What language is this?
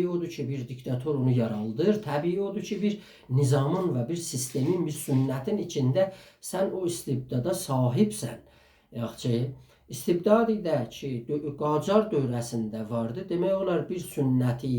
South Azerbaijani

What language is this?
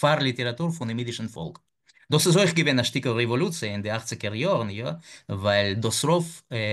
Yiddish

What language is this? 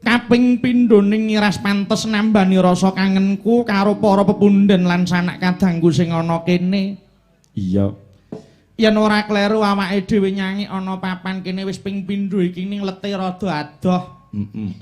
Javanese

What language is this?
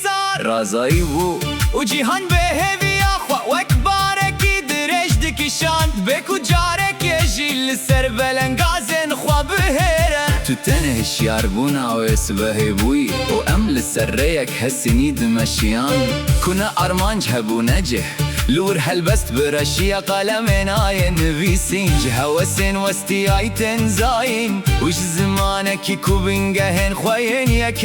Kurdish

